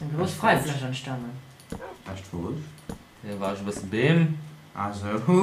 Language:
Luxembourgish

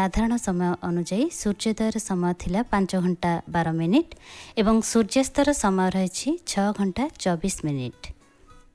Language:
Odia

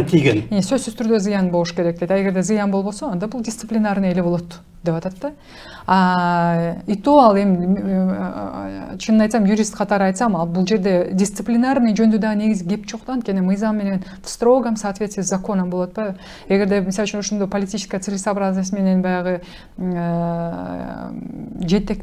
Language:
Kyrgyz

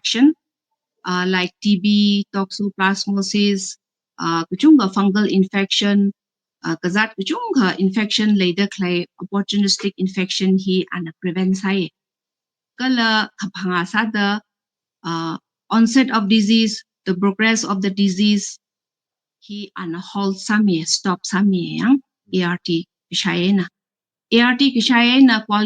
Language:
Tangkhul Naga (India)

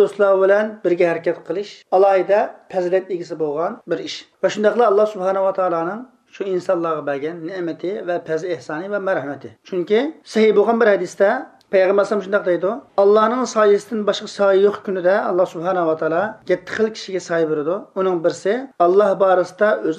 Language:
Uyghur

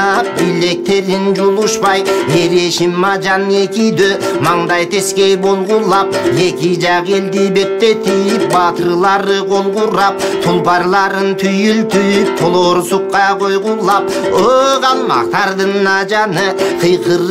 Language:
Kyrgyz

